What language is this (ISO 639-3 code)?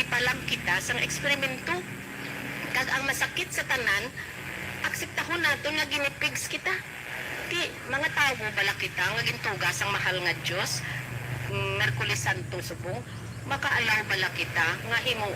hil